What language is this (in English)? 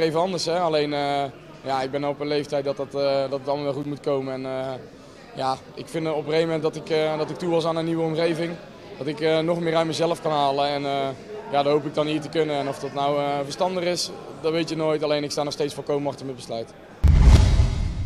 Dutch